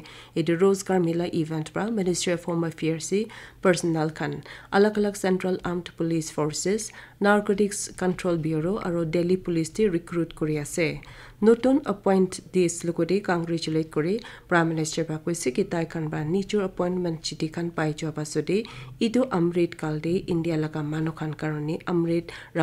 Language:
Naga Pidgin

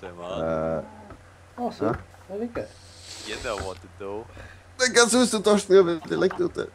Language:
Faroese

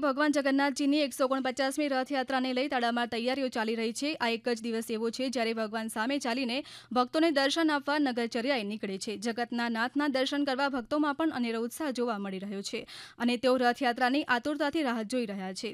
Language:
Gujarati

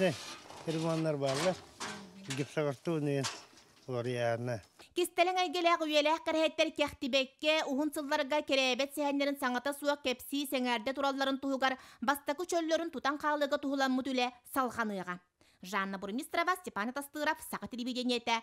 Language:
Yakut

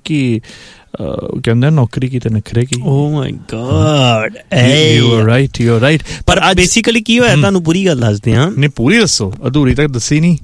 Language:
Punjabi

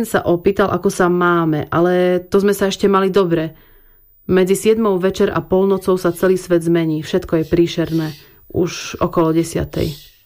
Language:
Slovak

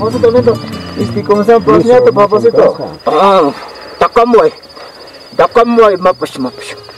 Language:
Ayacucho Quechua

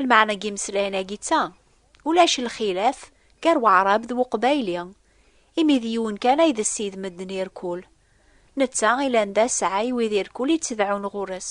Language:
Kabyle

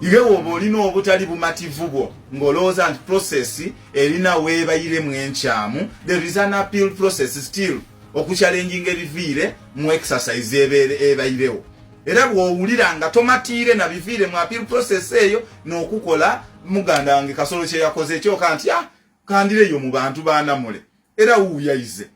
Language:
Ganda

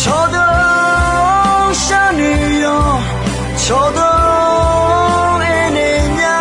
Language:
Akha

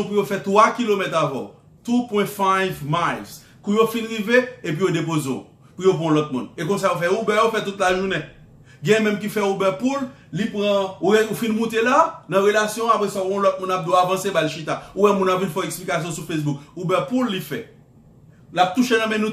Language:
Haitian Creole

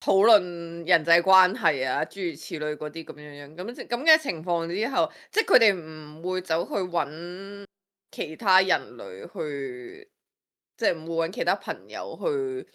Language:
Cantonese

